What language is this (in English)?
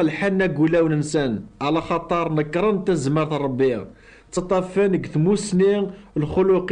Kabyle